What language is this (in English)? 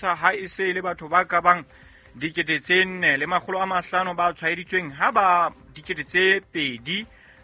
Southern Sotho